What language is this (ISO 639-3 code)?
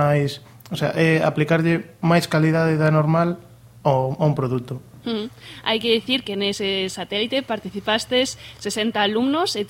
glg